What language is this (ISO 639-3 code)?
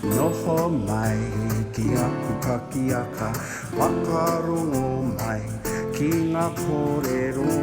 mri